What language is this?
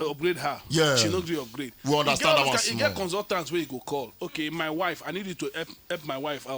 Nigerian Pidgin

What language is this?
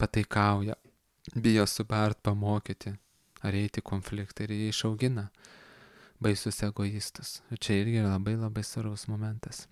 Lithuanian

